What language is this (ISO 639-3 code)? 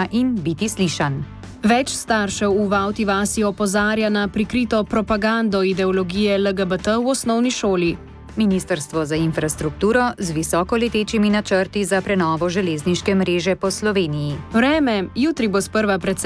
slv